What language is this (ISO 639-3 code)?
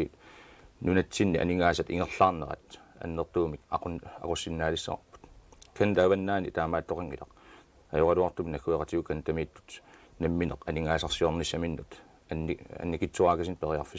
kal